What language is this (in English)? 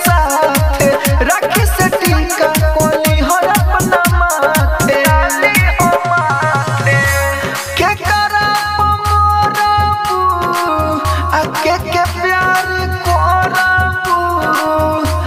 Bhojpuri